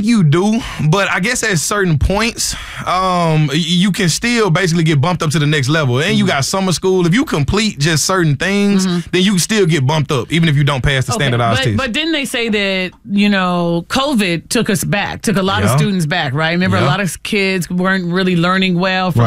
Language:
English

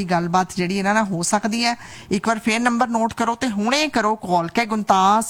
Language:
Punjabi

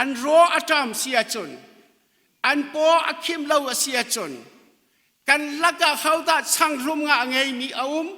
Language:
Hakha Chin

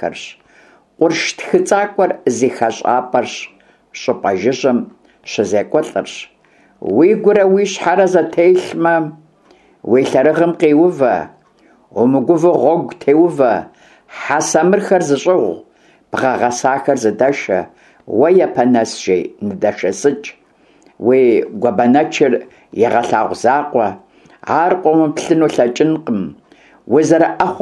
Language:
Kabardian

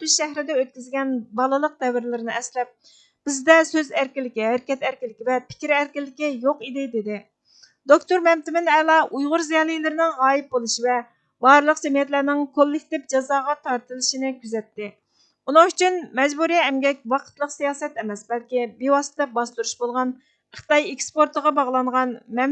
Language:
Uyghur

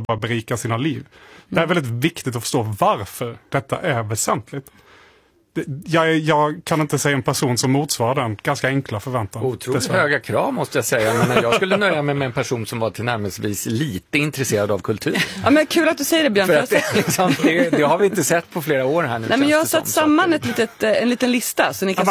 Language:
Swedish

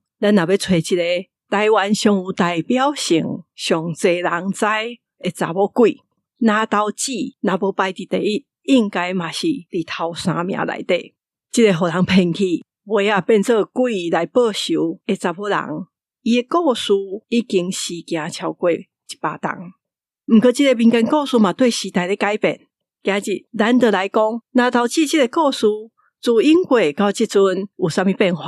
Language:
Min Nan Chinese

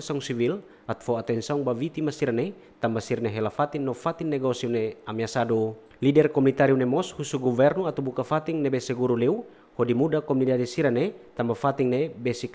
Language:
Tetum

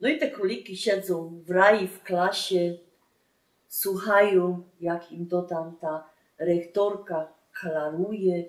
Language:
Silesian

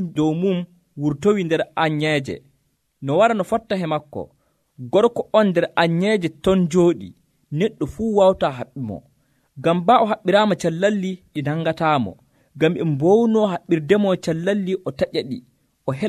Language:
Nigerian Fulfulde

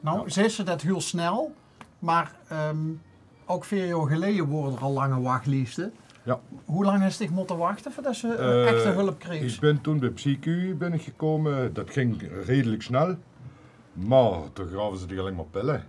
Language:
Limburgish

